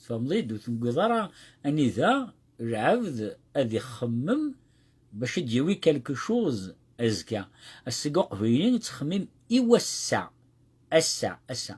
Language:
Kabyle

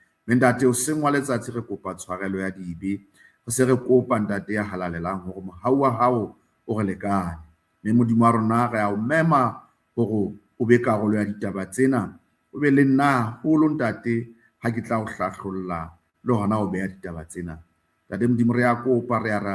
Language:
Southern Sotho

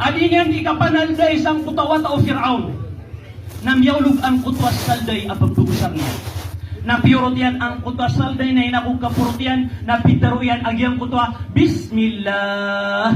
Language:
Maranao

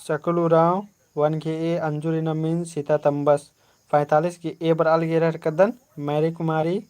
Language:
Kurukh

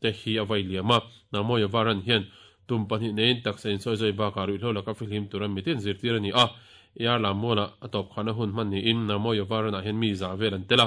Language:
Mizo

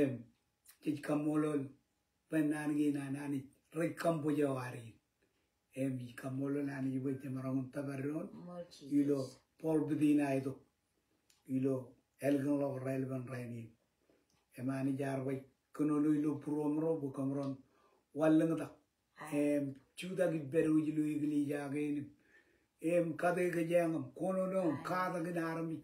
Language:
Marshallese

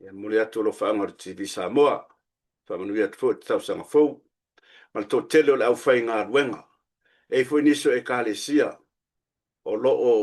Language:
Samoan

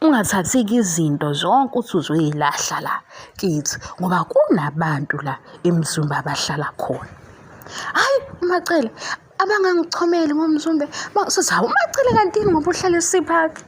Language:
Zulu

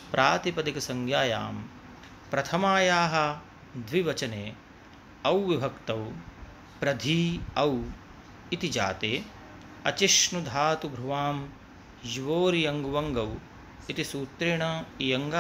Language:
Sanskrit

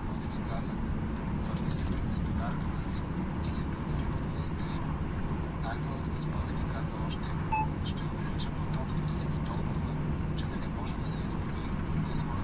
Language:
Bulgarian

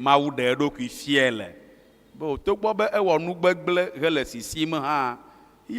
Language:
Ewe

